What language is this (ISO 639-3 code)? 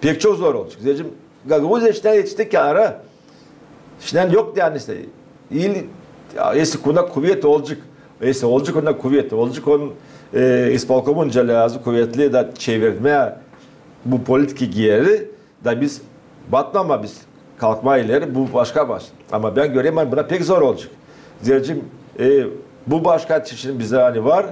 gag